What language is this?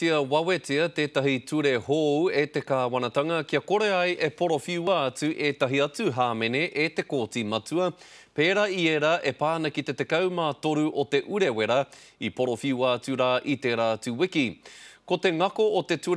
Māori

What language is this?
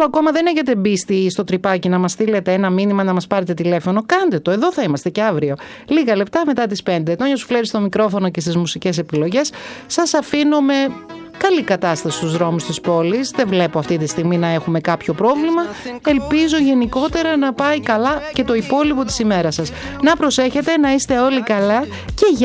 Greek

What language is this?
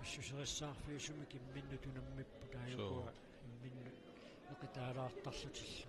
Kalaallisut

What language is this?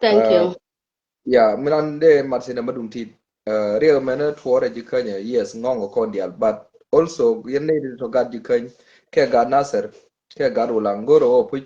Nuer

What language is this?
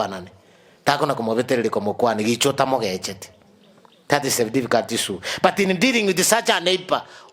Gusii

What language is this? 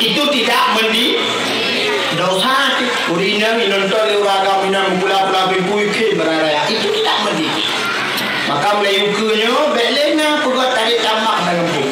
Achinese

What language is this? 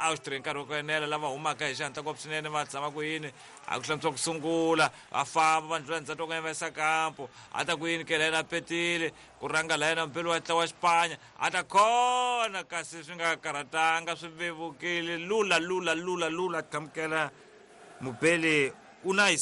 Tsonga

